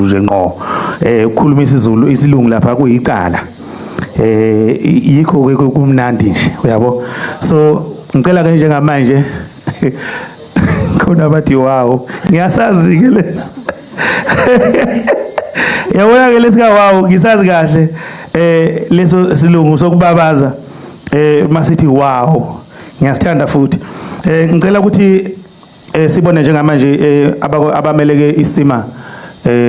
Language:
Zulu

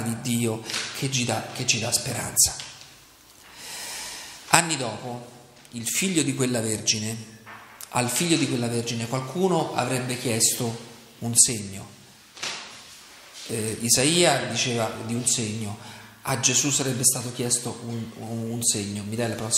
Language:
Italian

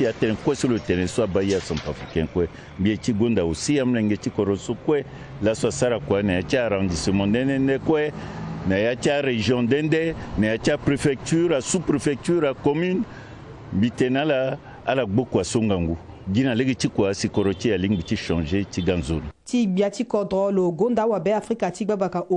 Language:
Sango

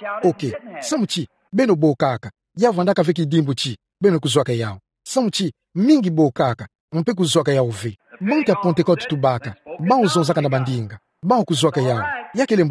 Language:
Kituba (Democratic Republic of Congo)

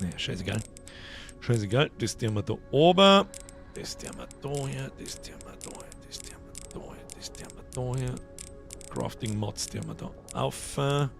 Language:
Bavarian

